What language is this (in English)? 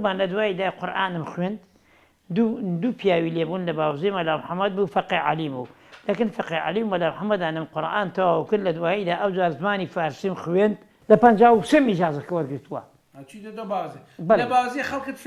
Central Kurdish